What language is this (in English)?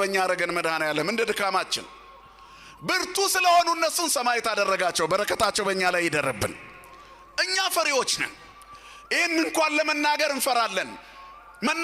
Amharic